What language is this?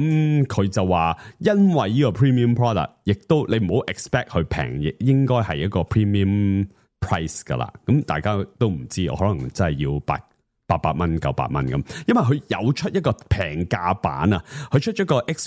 Cantonese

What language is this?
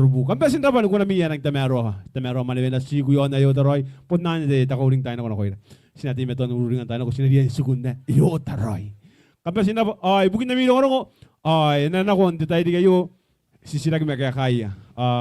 Gilbertese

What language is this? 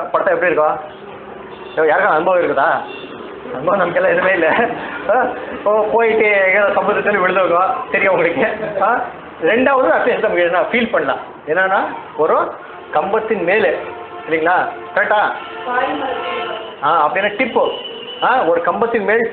Tamil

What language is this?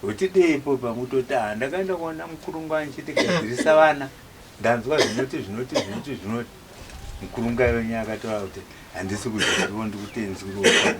Shona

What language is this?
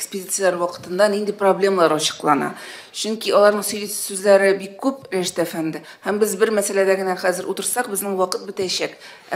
Tatar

